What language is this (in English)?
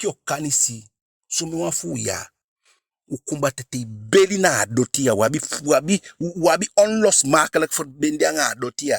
Eastern Maroon Creole